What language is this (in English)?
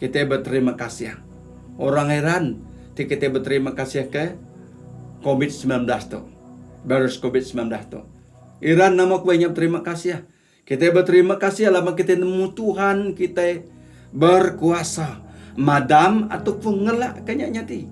Iban